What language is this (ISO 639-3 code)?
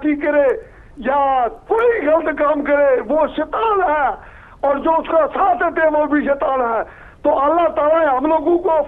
urd